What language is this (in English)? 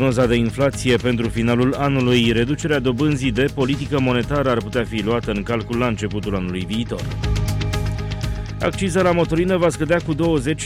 Romanian